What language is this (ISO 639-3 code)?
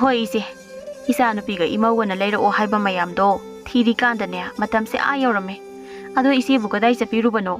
mni